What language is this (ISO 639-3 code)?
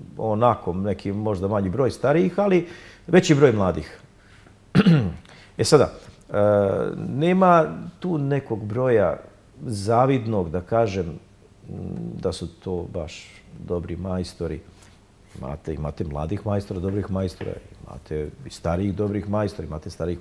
srp